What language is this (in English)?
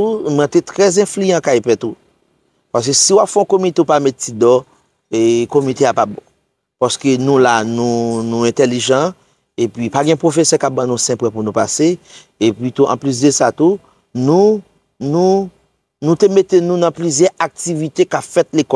Haitian Creole